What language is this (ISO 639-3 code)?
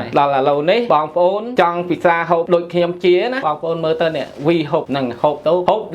khm